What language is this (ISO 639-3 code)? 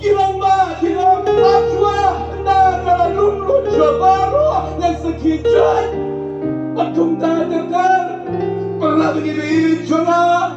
kha